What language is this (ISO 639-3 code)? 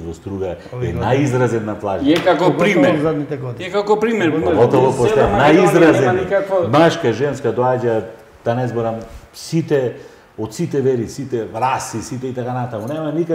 mkd